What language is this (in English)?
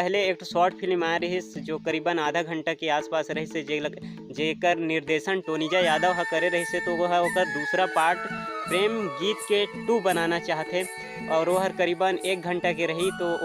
Chhattisgarhi